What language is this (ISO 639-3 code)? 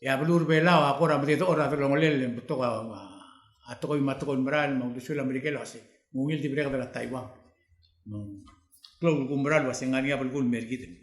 pau